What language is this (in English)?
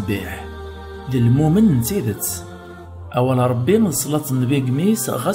Kabyle